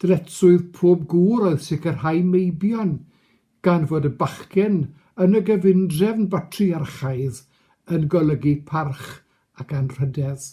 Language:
Welsh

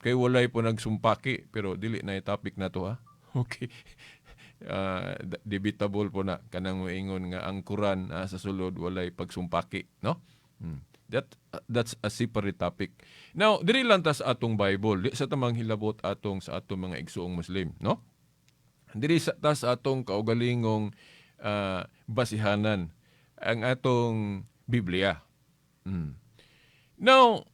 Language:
Cebuano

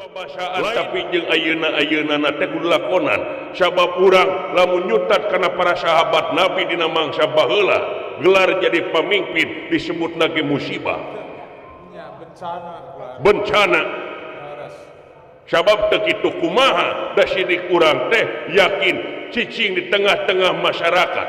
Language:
Sundanese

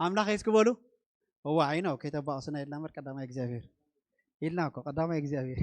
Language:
Tigrinya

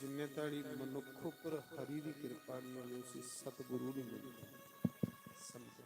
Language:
Dogri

